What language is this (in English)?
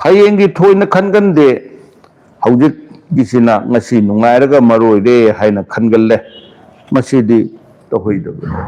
Manipuri